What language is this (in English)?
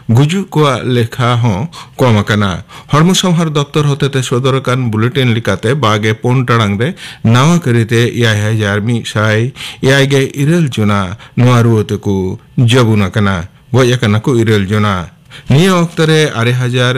Santali